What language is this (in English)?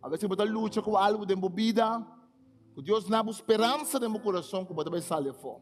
Papiamento